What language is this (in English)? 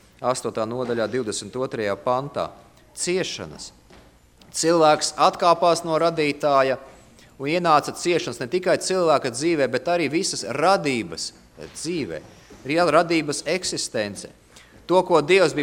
Latvian